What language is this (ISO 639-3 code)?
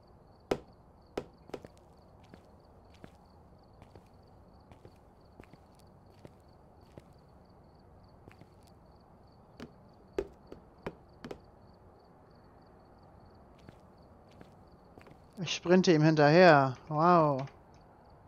deu